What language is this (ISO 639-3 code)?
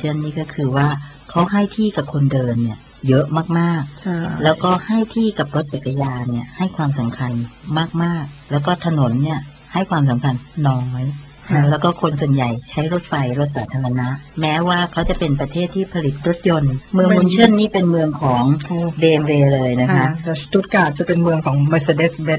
tha